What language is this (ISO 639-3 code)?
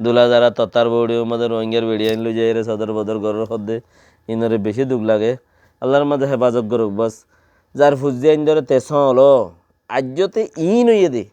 rhg